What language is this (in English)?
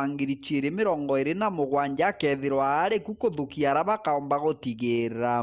Meru